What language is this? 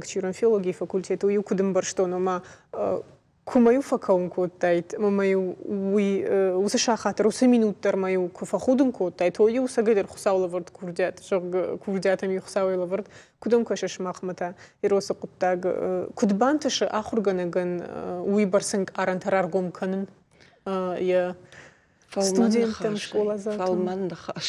Ossetic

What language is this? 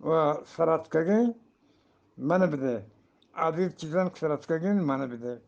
Eastern Balochi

